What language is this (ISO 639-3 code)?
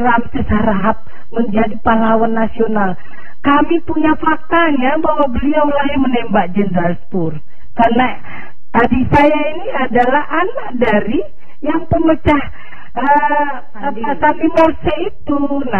ind